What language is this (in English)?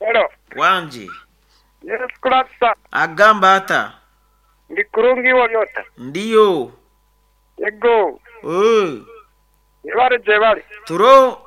Nyoro